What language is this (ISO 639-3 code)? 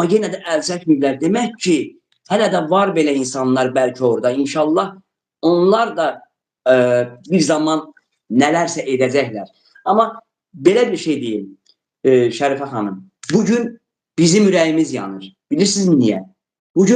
aze